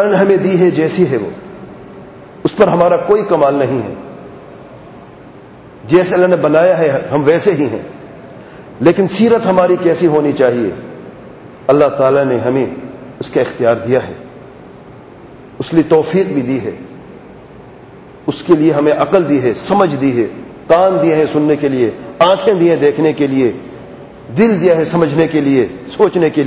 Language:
Urdu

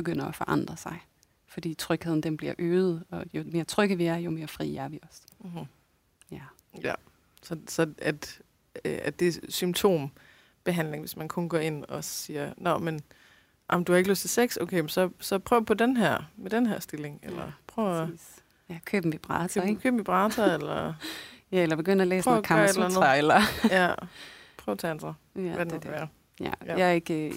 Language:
Danish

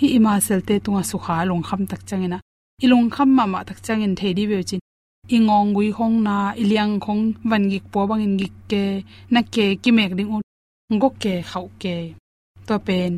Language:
Tedim Chin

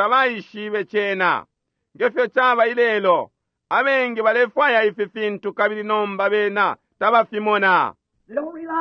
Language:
Bemba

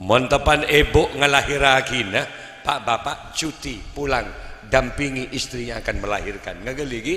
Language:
Madurese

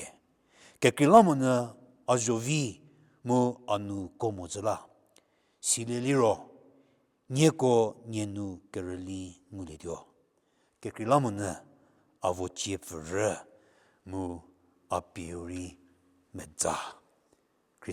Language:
Angami Naga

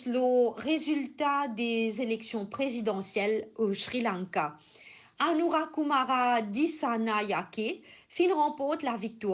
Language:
Morisyen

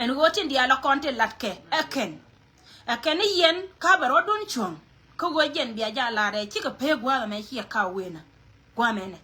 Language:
Nuer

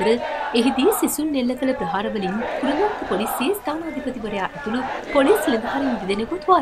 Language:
Sinhala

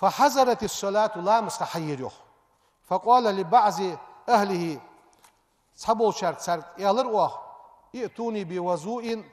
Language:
Ingush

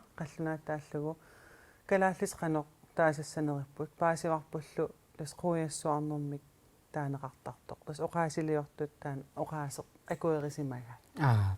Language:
Kalaallisut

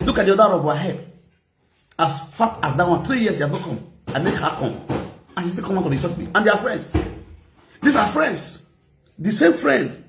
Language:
Nigerian Pidgin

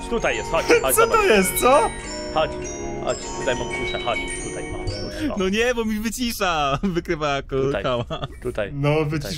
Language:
Polish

